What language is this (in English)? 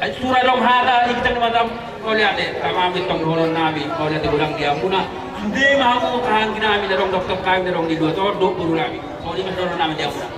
Batak Toba